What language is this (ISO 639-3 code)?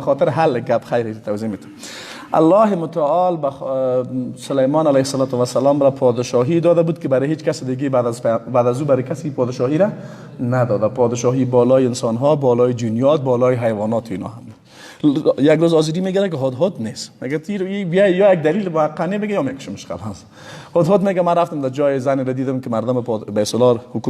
fas